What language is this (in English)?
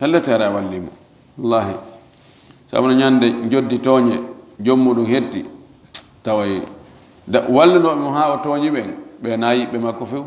Fula